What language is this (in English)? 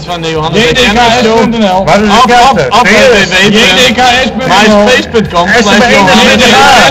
Western Frisian